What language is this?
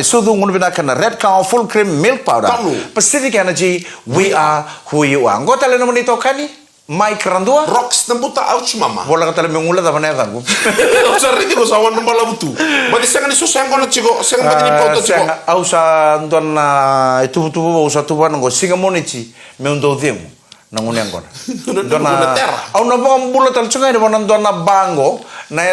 Fijian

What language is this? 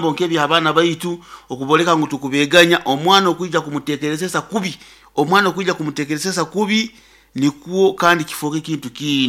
Nyoro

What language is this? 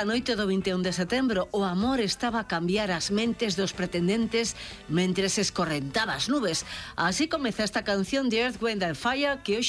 Galician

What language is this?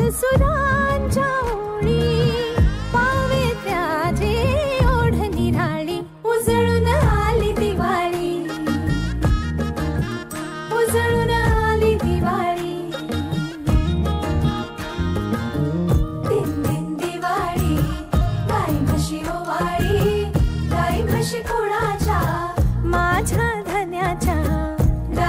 Marathi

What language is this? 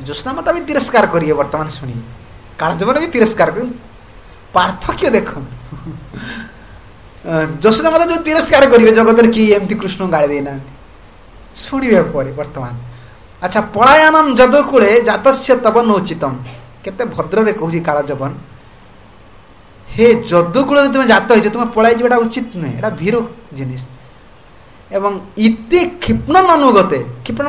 Odia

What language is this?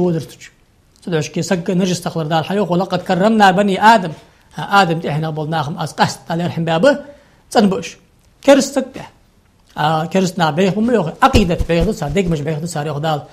Ingush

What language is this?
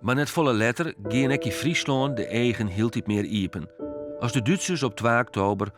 Western Frisian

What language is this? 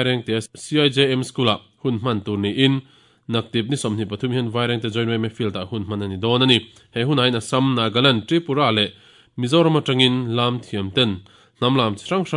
Mizo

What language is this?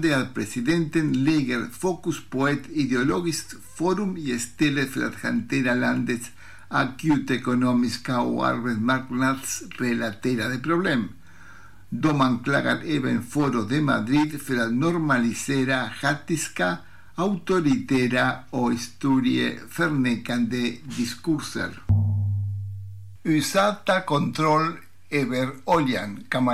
Swedish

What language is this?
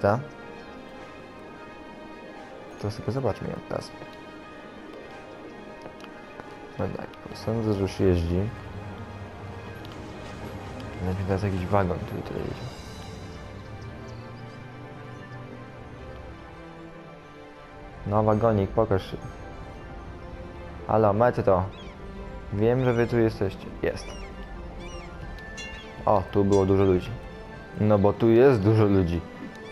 Polish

